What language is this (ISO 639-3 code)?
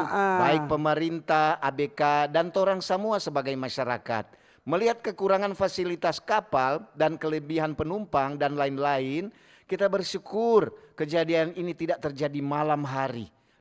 xmm